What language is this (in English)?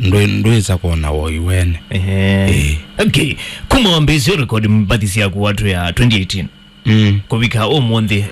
Kamba